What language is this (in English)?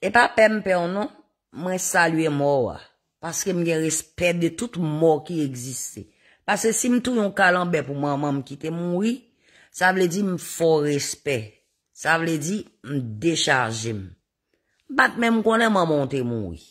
Haitian Creole